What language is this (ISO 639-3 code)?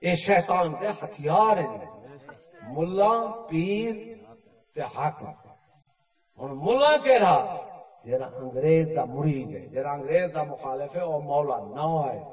skr